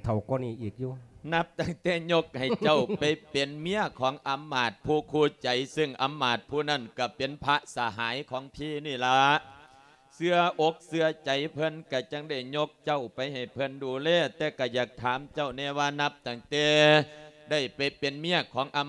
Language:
Lao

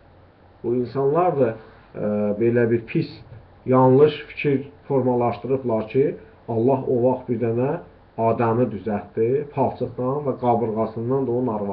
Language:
Azerbaijani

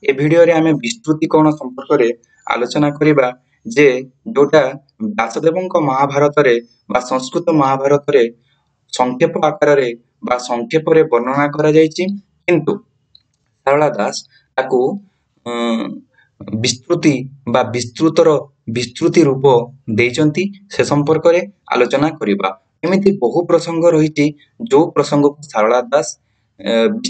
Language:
Odia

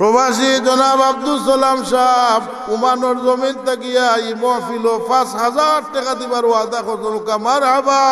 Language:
Sylheti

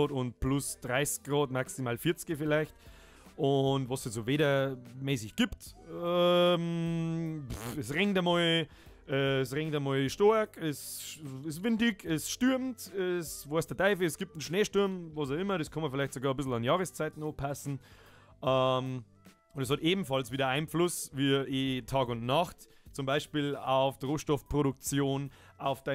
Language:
Bavarian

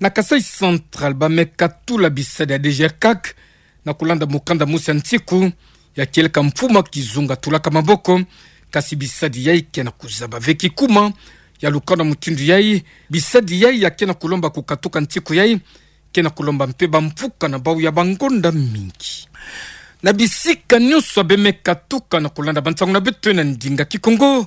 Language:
Kituba (Democratic Republic of Congo)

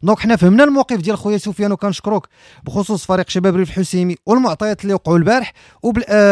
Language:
Moroccan Arabic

